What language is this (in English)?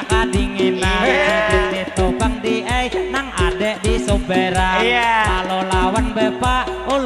Banjar